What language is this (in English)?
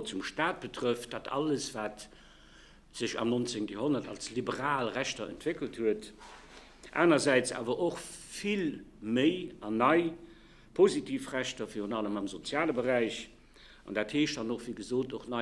Luxembourgish